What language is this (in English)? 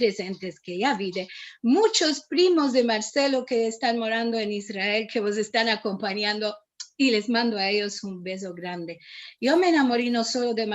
Ladino